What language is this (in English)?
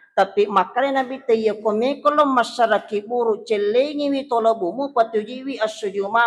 Buginese